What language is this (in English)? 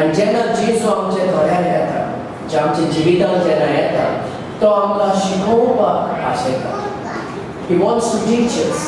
Konkani